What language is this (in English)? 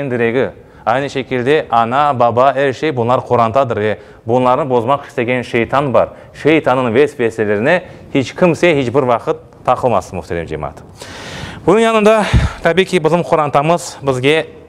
Crimean Tatar